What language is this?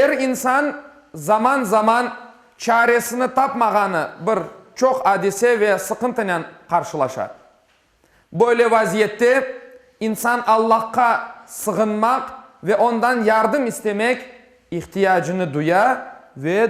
Crimean Tatar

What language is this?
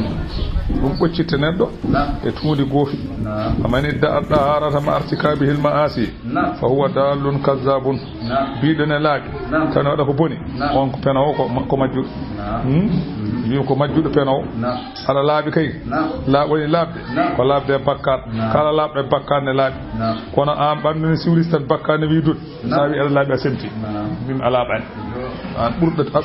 Fula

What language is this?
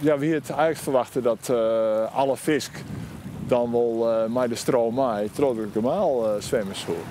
Western Frisian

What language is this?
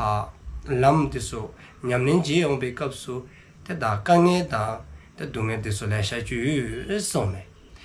Dzongkha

